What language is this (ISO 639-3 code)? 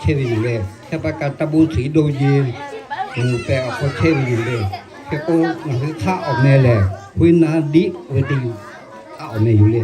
lhu